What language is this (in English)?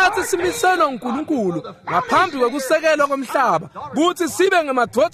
Swati